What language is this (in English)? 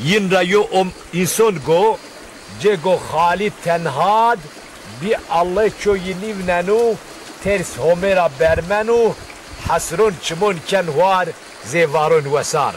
Zaza